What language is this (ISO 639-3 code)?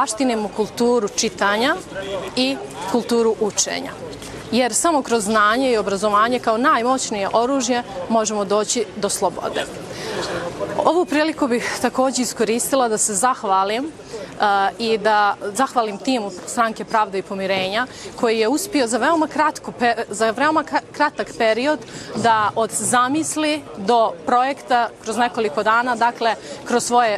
bos